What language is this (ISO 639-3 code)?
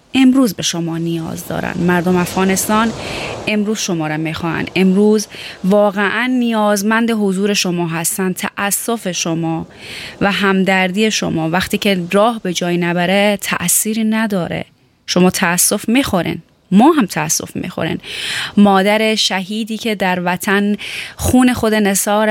fas